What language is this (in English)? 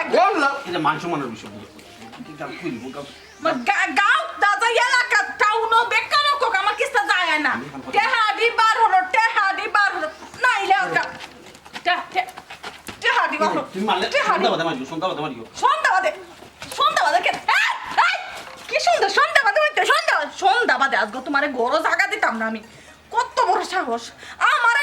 Sylheti